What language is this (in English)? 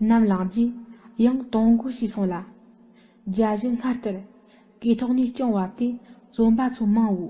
Tibetan